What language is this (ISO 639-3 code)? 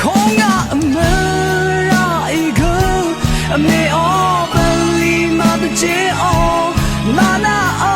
raw